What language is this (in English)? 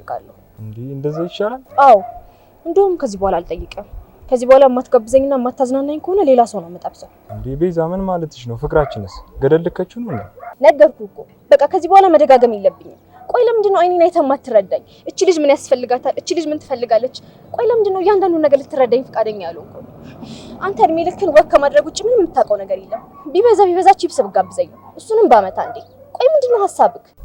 Amharic